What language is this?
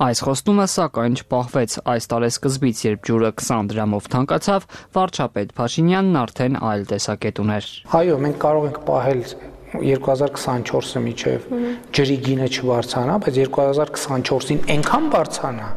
Armenian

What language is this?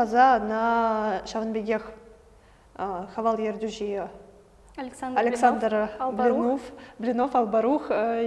Chuvash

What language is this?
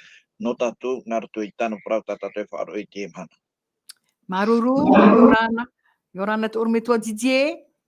Tahitian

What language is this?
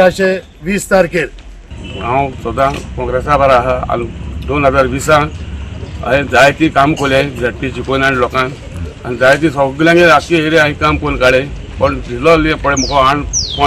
Konkani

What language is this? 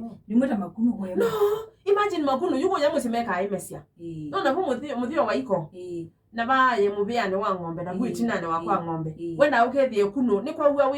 Kamba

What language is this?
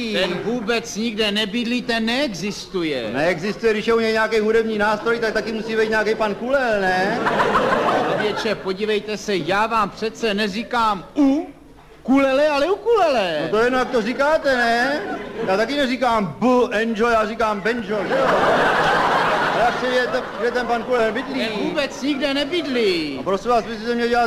Czech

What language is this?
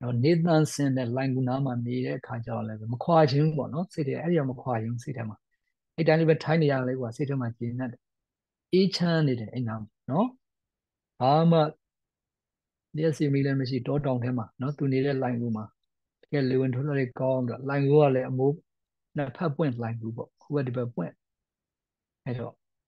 Burmese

